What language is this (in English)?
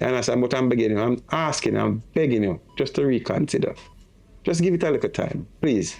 Jamaican Creole English